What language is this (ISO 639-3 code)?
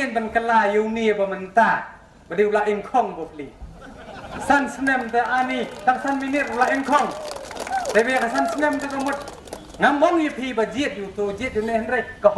kha